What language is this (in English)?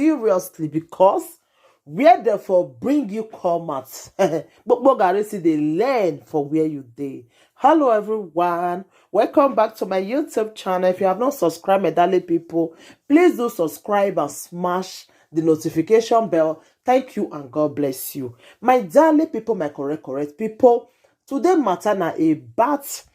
Nigerian Pidgin